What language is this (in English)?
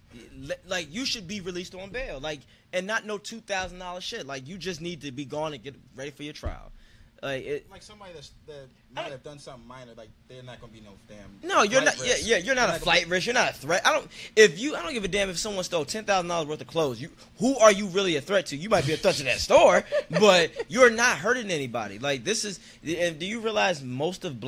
English